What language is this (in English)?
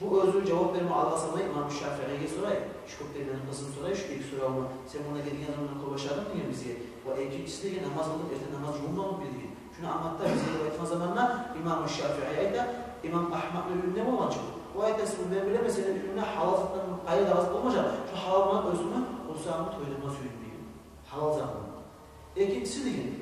Kumyk